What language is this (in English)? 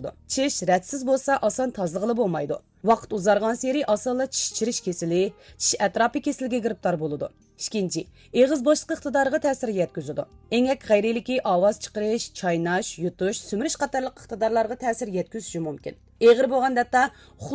Uyghur